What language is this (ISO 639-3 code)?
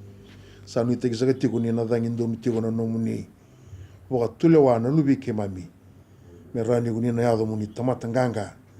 fij